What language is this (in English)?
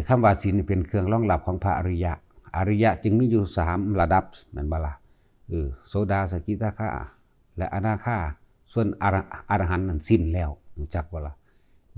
Lao